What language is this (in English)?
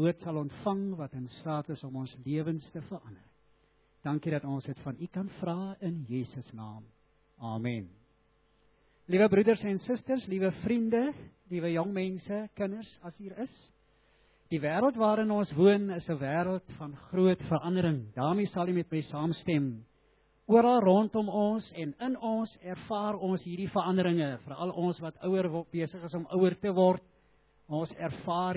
Afrikaans